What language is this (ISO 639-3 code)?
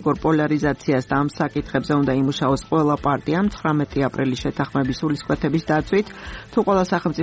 kat